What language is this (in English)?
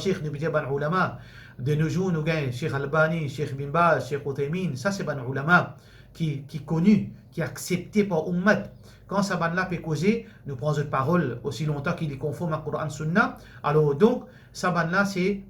Morisyen